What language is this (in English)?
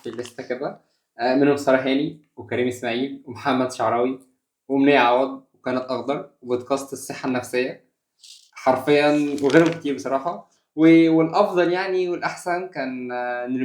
Egyptian Arabic